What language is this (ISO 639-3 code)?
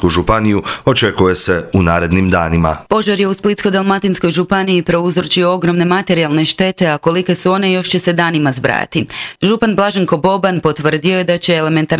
hrv